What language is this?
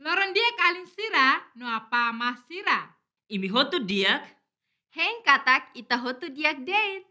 Tetum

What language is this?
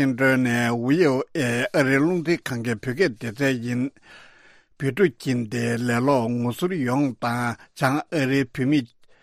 Tibetan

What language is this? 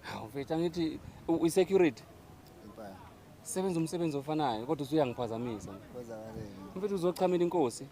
Zulu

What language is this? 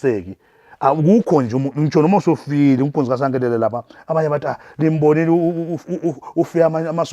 Zulu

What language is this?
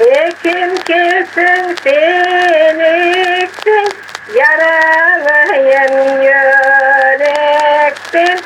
Crimean Tatar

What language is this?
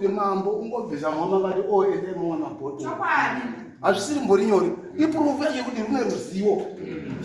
Shona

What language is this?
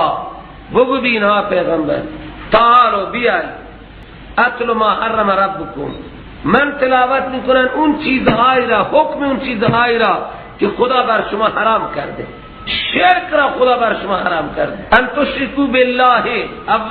Persian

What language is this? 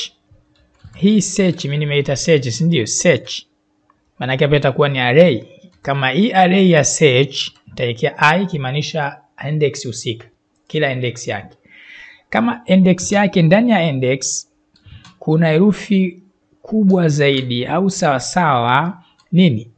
Swahili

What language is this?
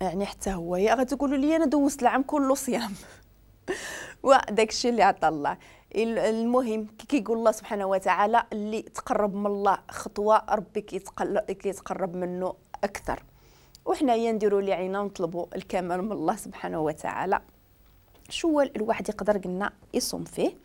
Moroccan Arabic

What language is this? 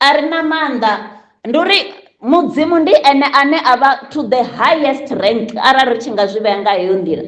Venda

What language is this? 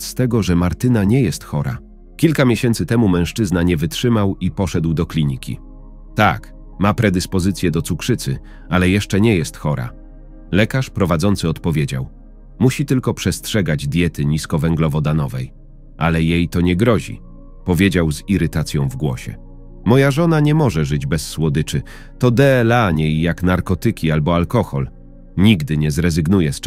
Polish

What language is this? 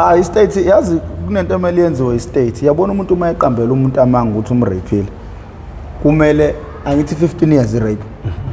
Zulu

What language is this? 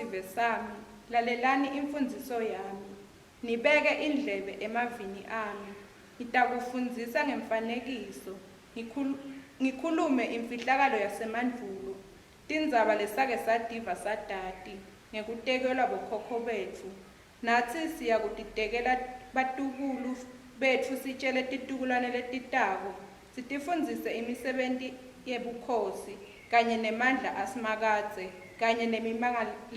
Swati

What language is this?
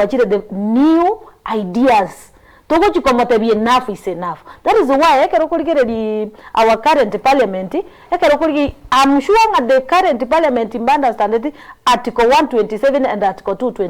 Gusii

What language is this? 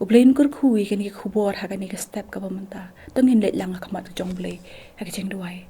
Khasi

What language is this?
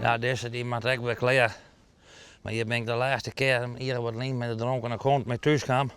Western Frisian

